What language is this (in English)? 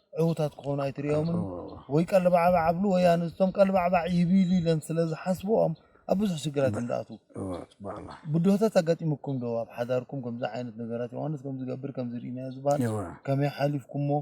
Tigrinya